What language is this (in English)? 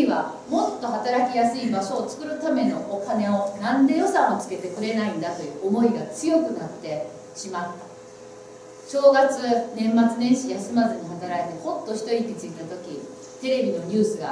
Japanese